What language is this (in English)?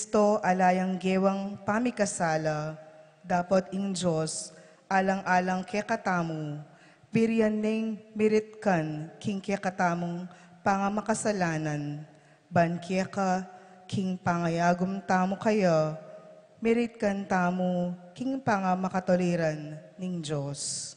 Pampanga